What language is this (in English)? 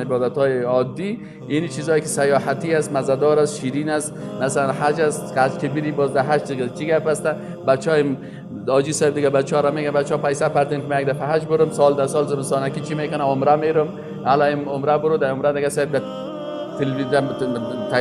Persian